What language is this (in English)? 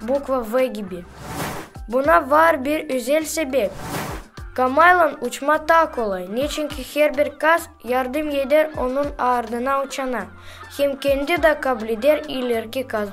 Gagauz